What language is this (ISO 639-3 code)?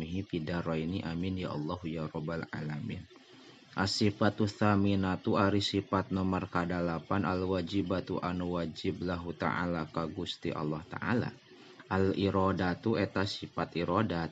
sun